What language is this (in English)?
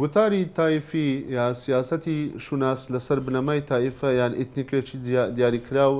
Central Kurdish